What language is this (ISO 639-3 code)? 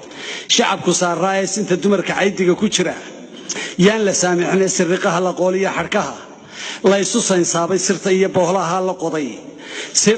som